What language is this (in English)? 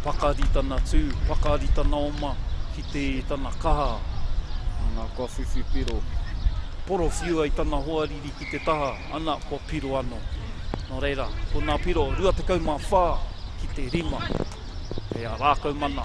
Māori